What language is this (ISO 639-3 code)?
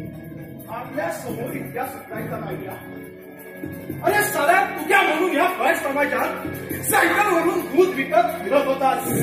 mar